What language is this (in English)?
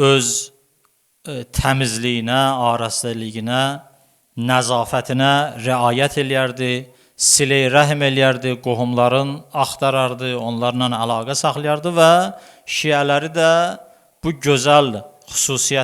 Azerbaijani